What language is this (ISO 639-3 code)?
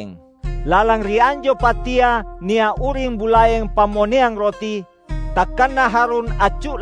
mak